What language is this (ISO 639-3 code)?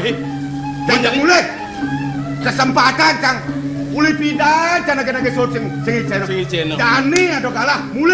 ban